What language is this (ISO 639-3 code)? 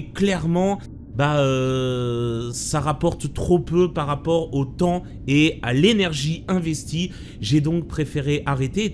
fra